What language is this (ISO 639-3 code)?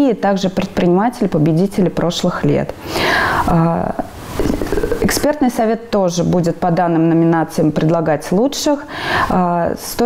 rus